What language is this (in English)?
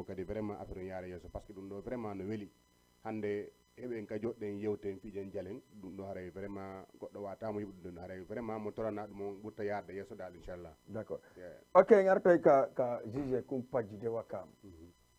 Fula